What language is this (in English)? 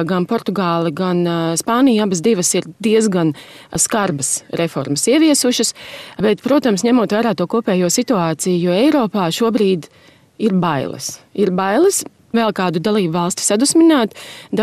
Latvian